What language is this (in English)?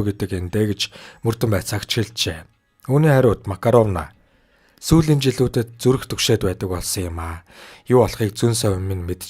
Mongolian